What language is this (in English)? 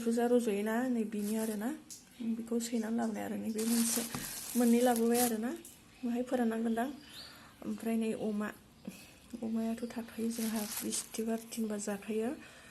Bodo